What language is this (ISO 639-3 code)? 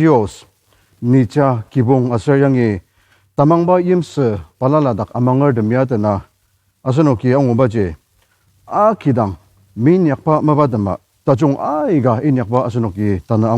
njo